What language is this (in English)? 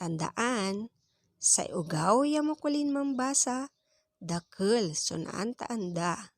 Pangasinan